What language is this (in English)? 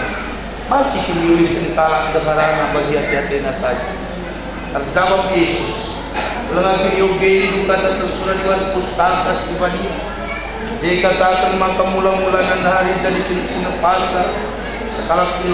Batak Karo